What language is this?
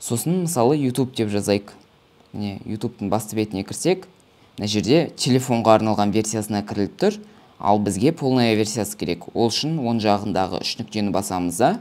Kazakh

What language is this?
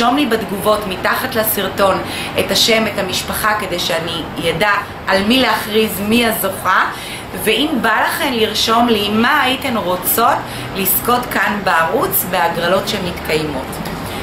Hebrew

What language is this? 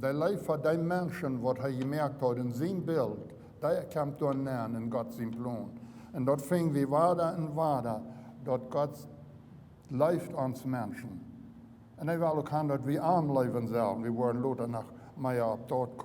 Plautdietsch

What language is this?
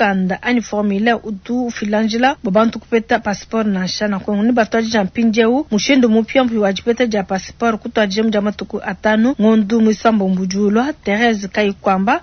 Luba-Lulua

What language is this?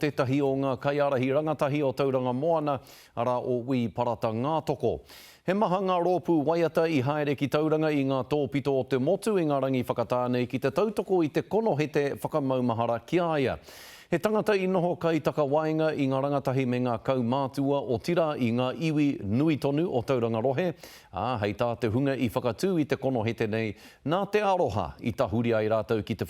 Māori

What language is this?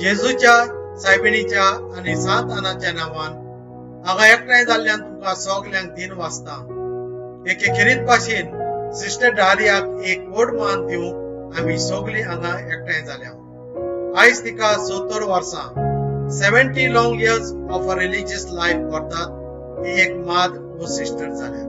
Konkani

